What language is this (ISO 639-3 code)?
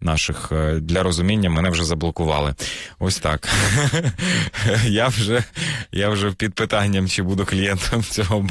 ukr